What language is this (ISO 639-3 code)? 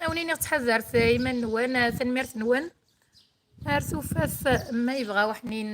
kab